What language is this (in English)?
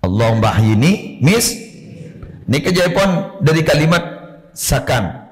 Madurese